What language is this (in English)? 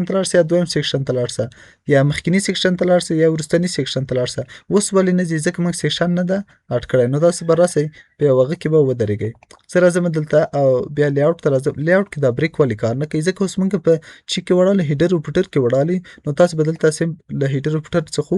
Pashto